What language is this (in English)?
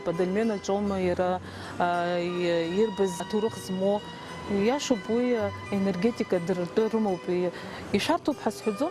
Abkhazian